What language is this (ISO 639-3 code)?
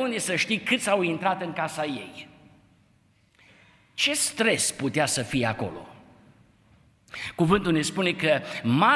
ron